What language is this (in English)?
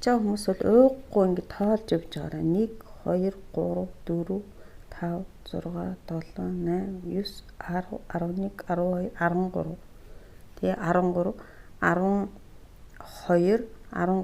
Mongolian